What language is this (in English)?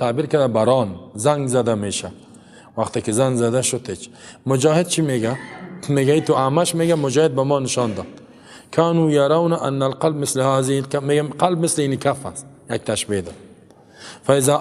Persian